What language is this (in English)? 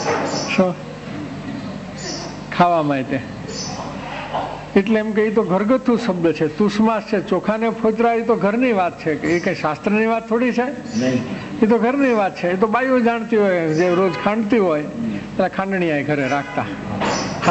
Gujarati